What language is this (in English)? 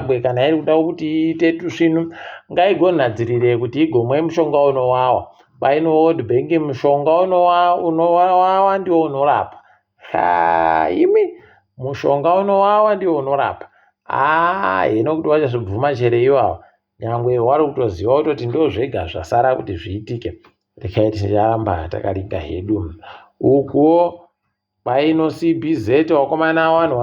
Ndau